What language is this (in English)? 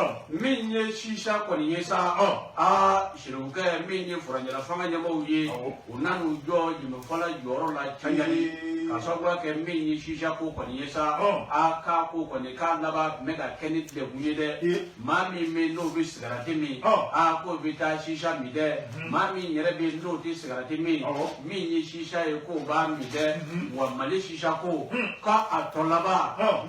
Bambara